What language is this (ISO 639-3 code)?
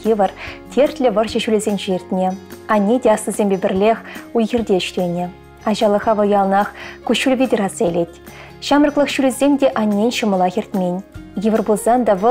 chv